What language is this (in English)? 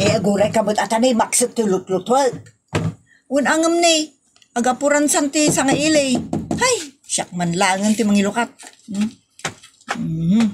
Iloko